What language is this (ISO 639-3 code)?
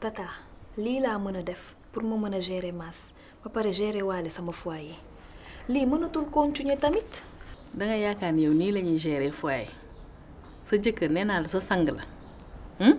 wol